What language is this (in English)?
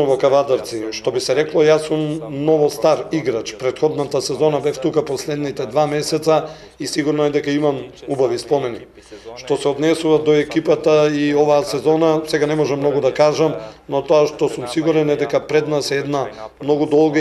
Macedonian